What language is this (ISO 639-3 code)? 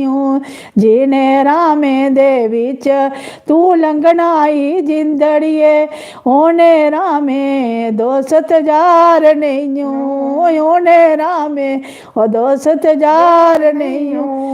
doi